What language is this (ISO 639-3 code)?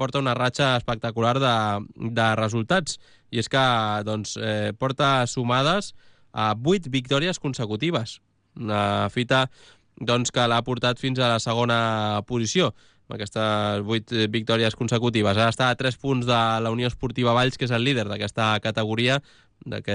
cat